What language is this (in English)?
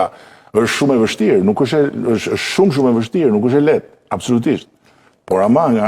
Albanian